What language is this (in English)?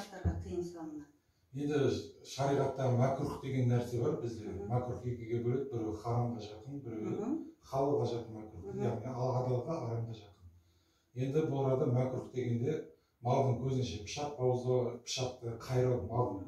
Kazakh